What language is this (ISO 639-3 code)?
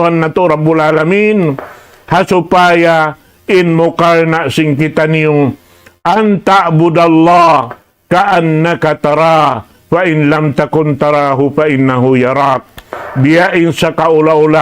tsg